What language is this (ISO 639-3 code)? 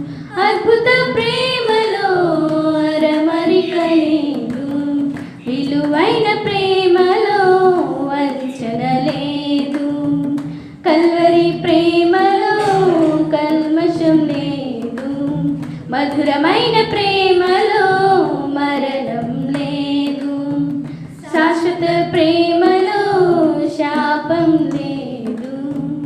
tel